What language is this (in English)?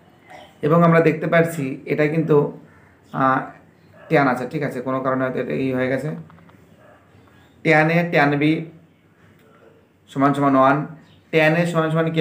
Bangla